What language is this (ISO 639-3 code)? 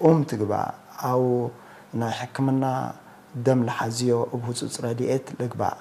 tig